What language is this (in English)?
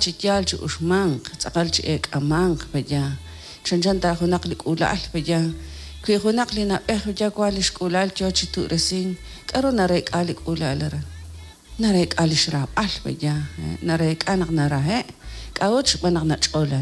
Kekchí